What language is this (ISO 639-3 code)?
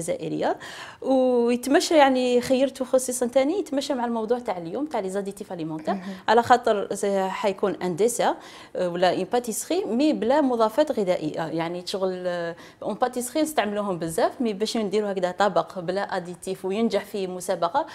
arq